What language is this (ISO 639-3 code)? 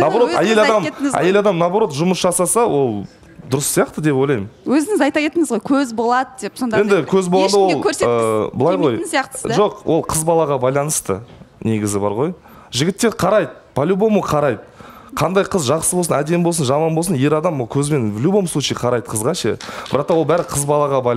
kaz